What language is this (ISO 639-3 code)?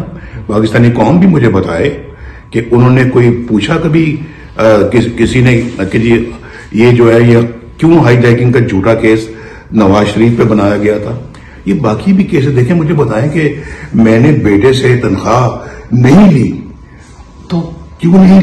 urd